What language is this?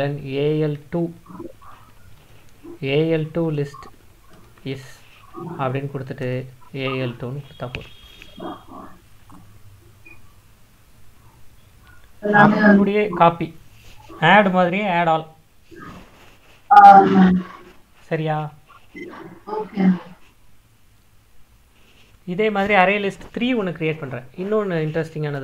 Tamil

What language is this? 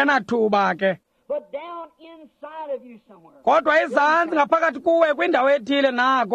Xhosa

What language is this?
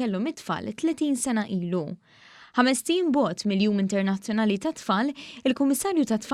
Maltese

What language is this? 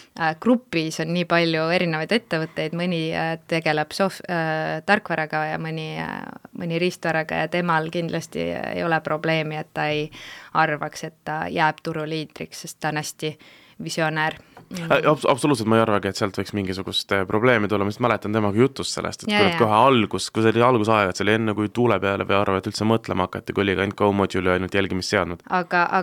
Estonian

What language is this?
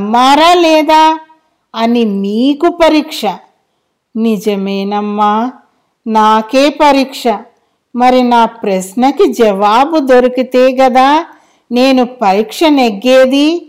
Telugu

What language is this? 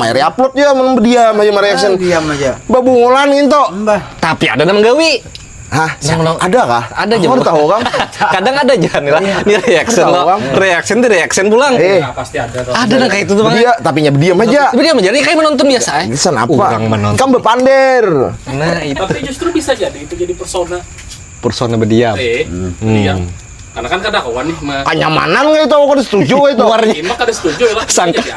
Banjar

